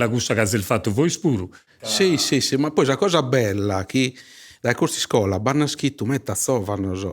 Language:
Sardinian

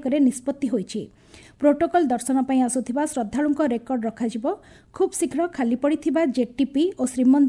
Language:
Odia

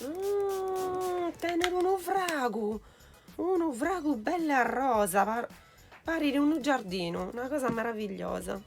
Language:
Sardinian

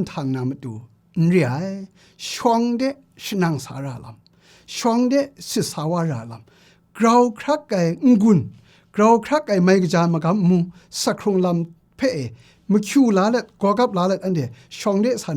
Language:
Kachin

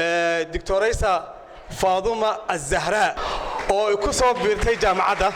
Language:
Somali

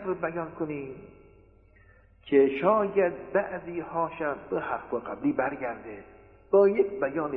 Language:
Persian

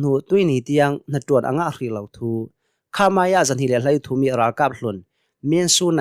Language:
Hakha Chin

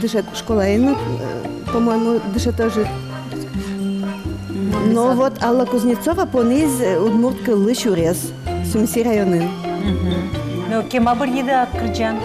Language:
Udmurt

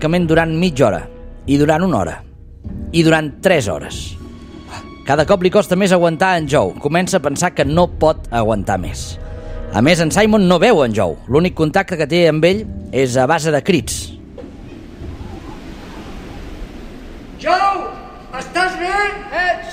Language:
Catalan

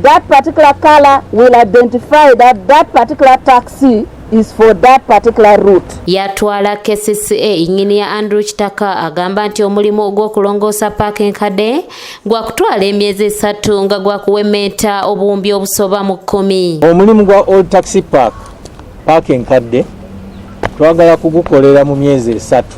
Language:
Ganda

